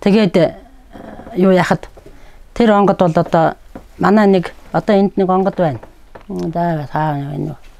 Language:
Mongolian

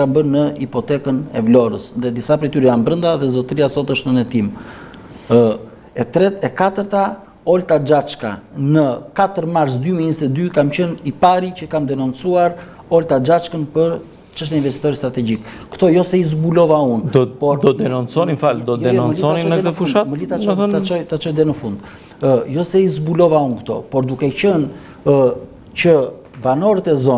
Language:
Albanian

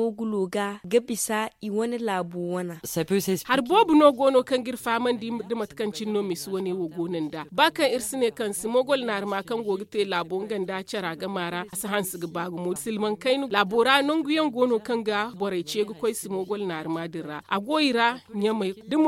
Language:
Zarma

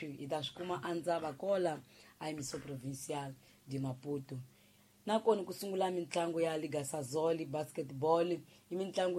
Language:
Tsonga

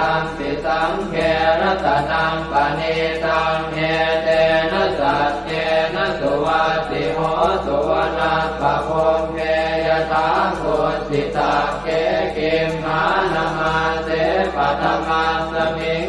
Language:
Pali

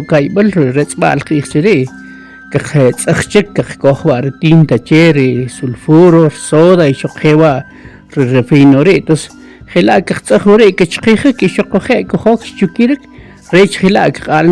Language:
Kʼicheʼ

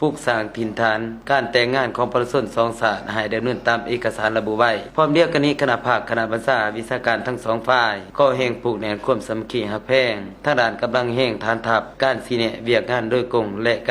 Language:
Lao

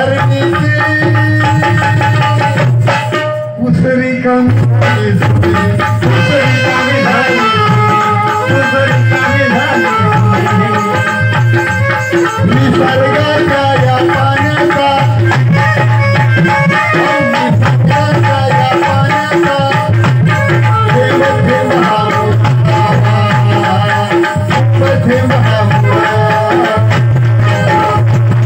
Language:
Marathi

